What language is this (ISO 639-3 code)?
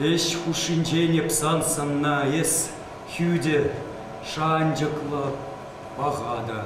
chv